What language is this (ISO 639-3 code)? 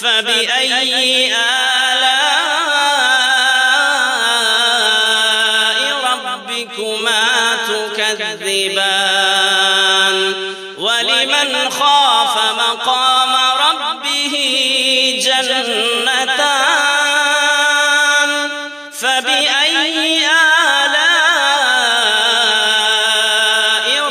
ara